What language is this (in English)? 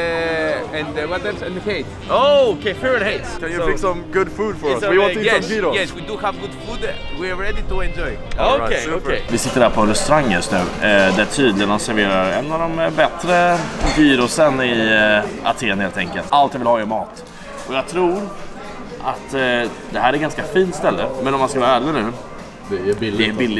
Swedish